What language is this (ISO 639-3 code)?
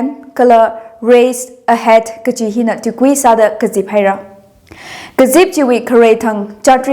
nmf